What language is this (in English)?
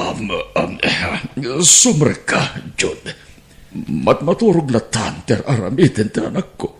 Iloko